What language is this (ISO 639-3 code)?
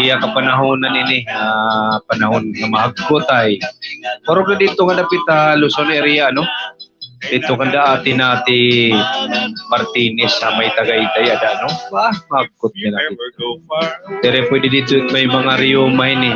war